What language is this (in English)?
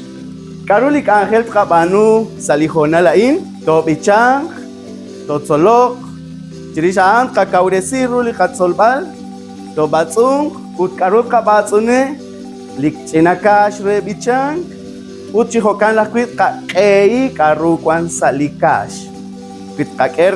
Kekchí